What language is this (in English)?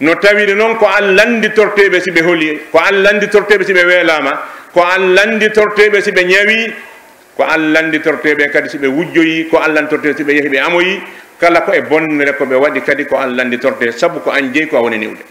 Pular